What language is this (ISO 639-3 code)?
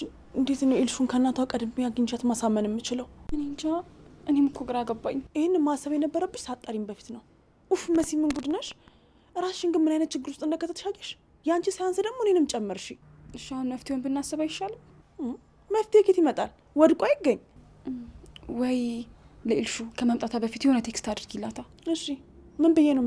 amh